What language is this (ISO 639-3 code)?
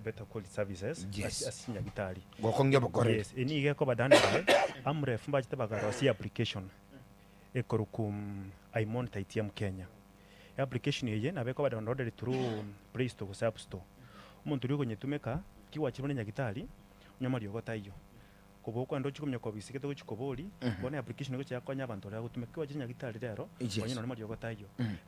guz